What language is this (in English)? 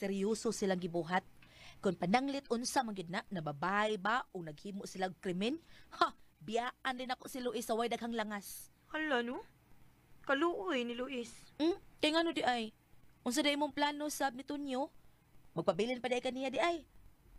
Cebuano